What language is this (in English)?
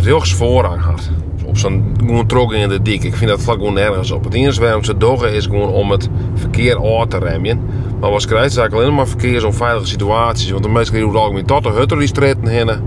Western Frisian